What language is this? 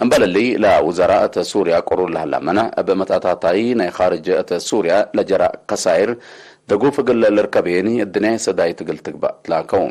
Tigre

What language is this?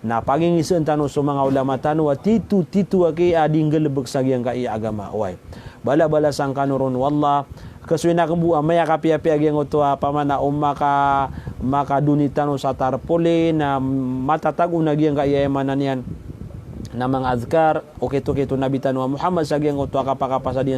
Maranao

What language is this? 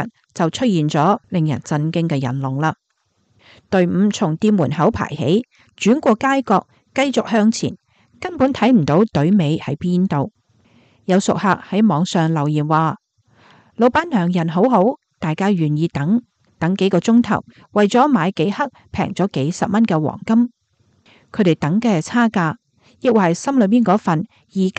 Cantonese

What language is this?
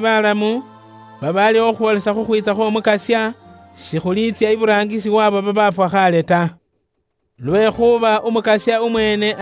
Luyia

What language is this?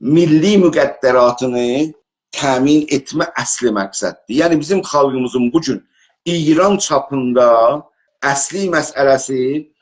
South Azerbaijani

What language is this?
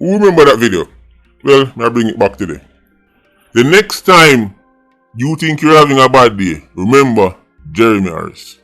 Jamaican Creole English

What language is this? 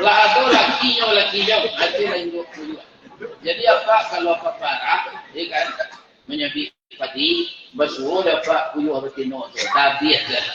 Minangkabau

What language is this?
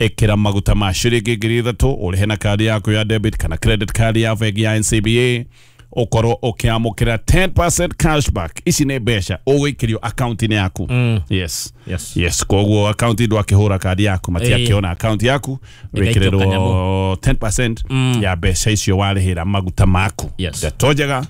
Kikuyu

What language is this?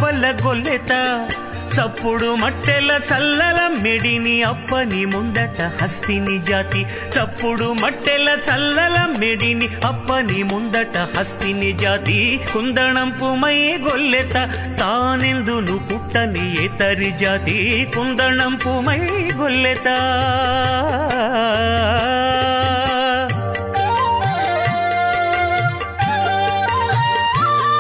Telugu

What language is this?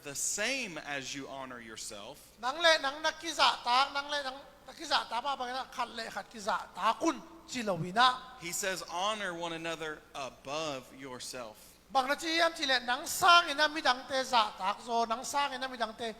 Tedim Chin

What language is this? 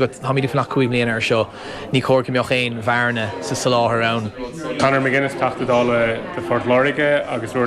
Irish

